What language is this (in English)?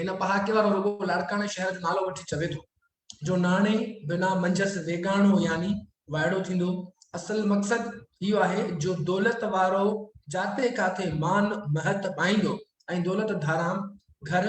Sindhi